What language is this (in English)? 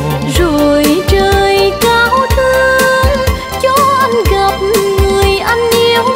Vietnamese